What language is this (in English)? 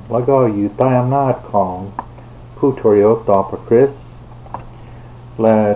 Thai